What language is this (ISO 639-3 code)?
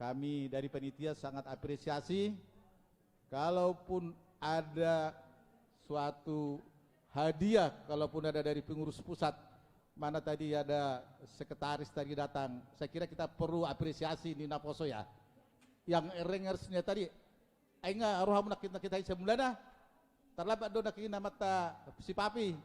bbc